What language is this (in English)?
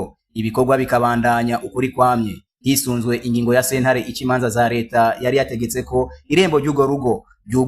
Rundi